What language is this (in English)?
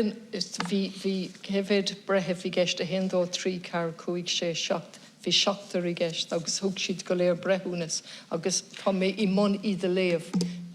Irish